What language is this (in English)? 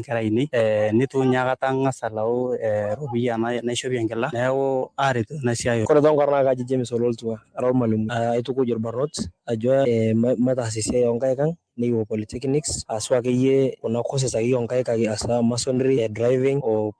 Masai